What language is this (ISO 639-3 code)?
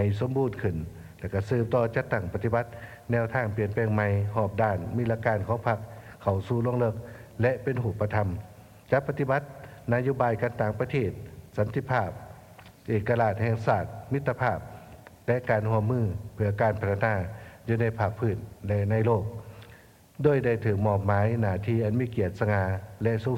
lao